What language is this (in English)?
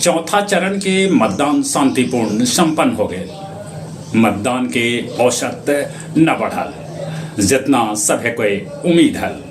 Magahi